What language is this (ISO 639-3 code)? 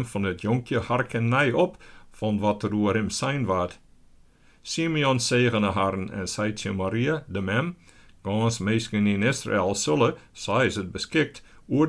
fry